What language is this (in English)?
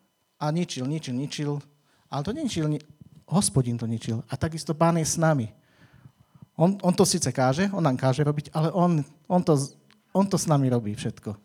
Slovak